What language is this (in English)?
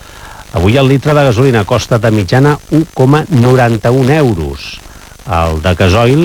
Catalan